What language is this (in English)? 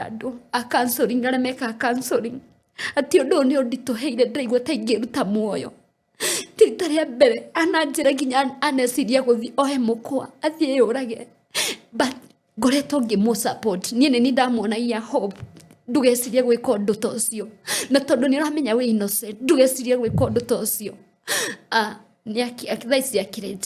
Kikuyu